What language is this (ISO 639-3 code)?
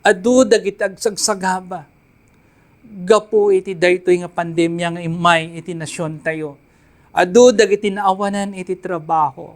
ilo